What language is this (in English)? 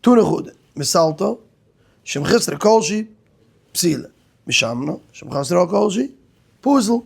Yiddish